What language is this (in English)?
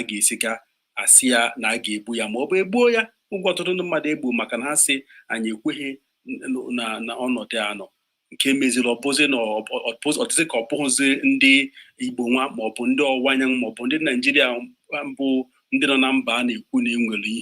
Igbo